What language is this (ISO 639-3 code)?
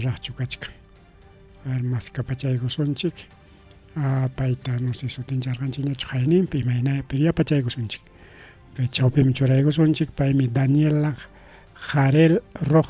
quy